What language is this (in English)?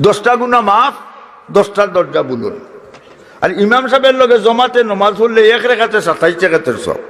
Sylheti